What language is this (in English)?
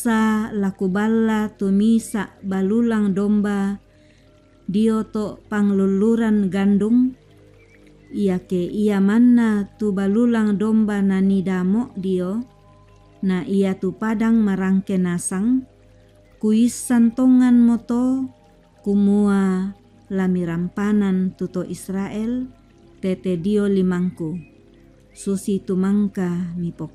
Toraja-Sa'dan